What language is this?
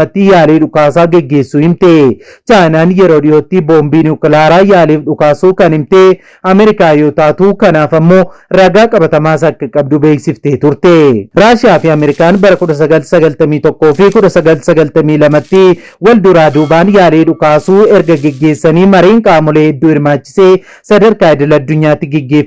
Oromo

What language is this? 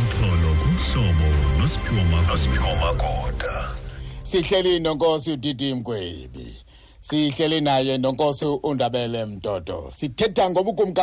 Xhosa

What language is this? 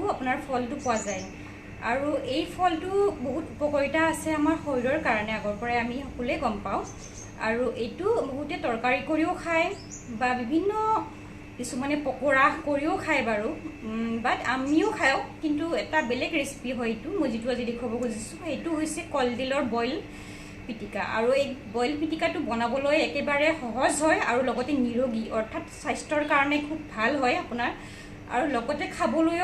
Assamese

